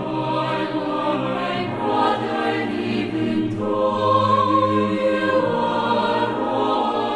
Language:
South Bolivian Quechua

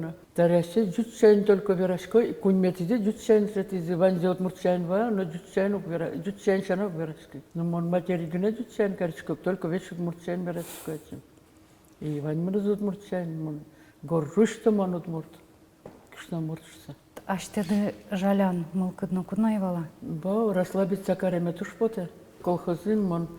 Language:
Udmurt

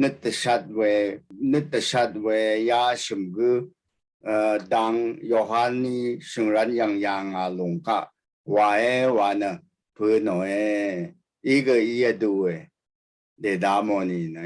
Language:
Rawang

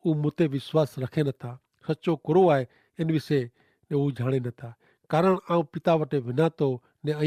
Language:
Kachhi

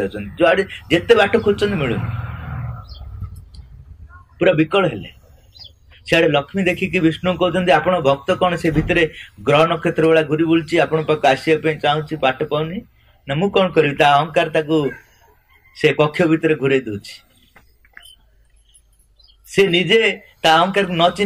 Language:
Odia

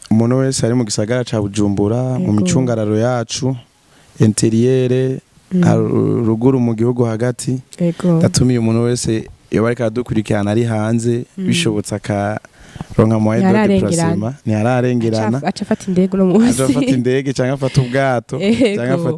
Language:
Rundi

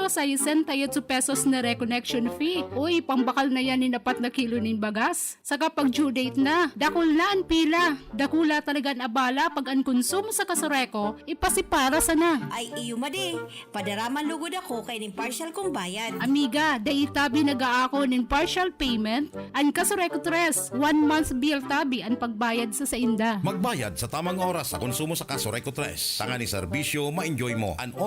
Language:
Bikol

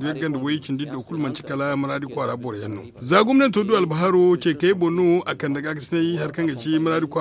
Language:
Zarma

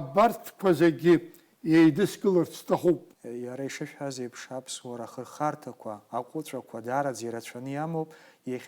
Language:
Abkhazian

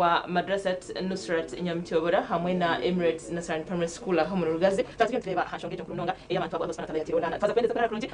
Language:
Nyankole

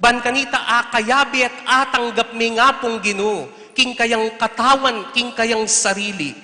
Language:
Pampanga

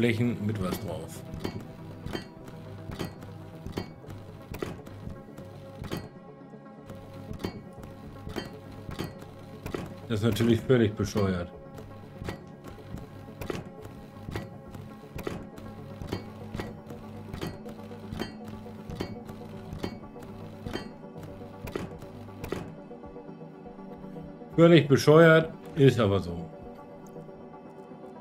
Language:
German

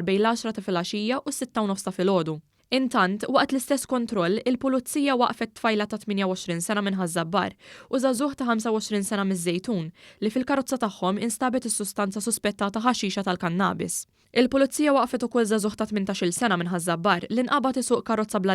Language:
Maltese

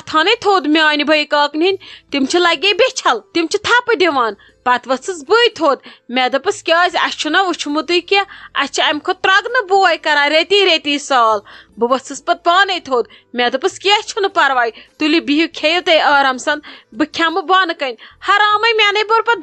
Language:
Kashmiri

